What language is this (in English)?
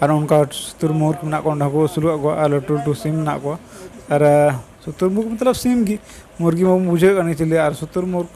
Santali